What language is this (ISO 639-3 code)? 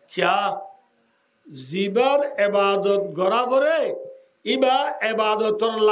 rhg